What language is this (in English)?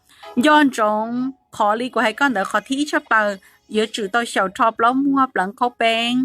Hmong